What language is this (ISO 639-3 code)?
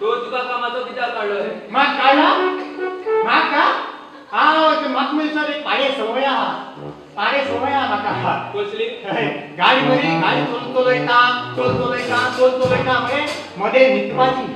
kok